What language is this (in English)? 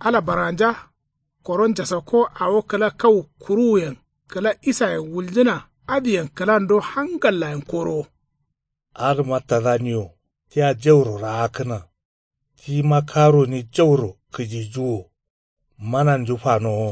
Kanuri